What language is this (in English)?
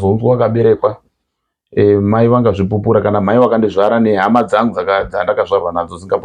Shona